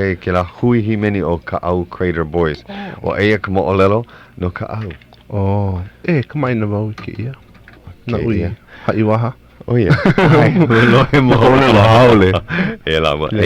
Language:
Hawaiian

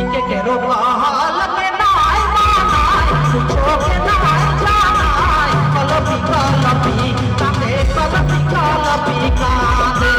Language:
Sadri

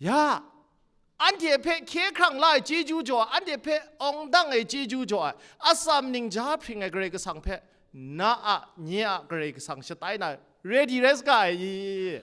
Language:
Kachin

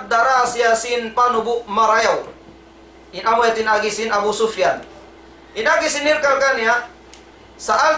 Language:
Tausug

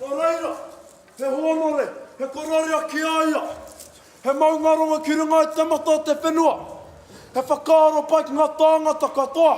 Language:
Māori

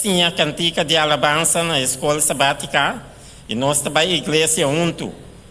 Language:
Papiamento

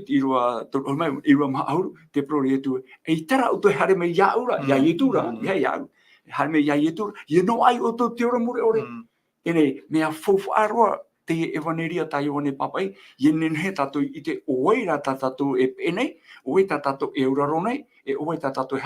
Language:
Tahitian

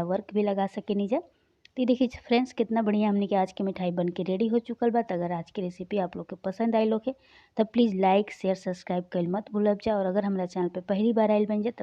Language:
Bhojpuri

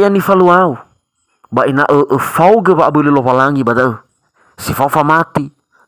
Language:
Nias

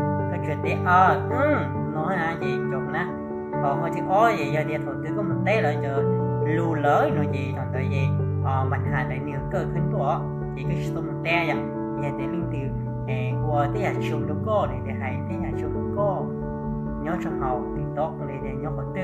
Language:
Hmong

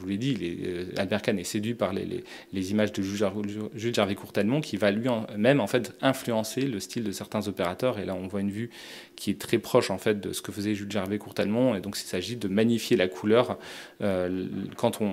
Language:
French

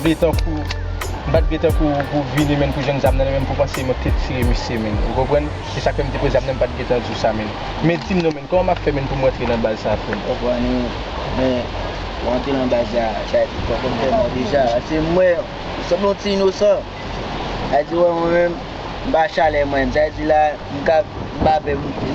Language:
Haitian Creole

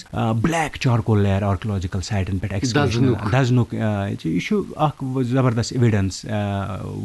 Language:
Kashmiri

